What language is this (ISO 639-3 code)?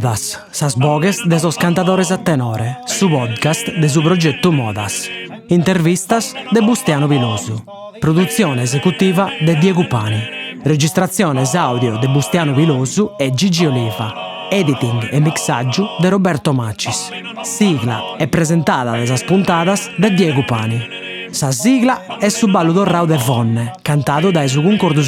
srd